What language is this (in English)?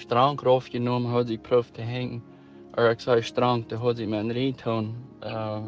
Plautdietsch